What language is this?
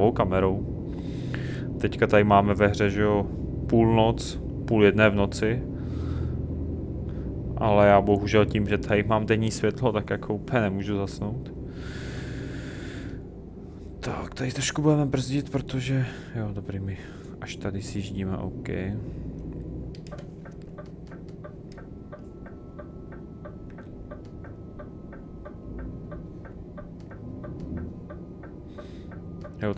Czech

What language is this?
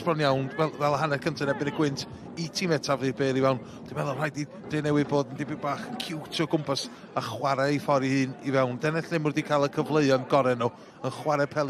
Welsh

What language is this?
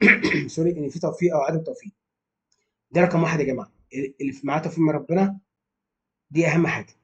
Egyptian Arabic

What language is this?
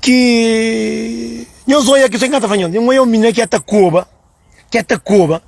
Kabuverdianu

